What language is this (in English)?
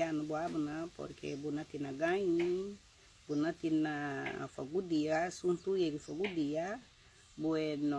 Garifuna